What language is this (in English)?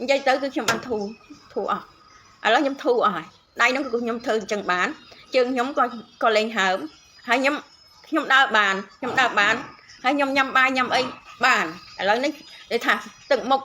Khmer